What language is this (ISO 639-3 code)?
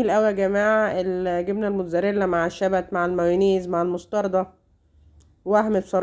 arz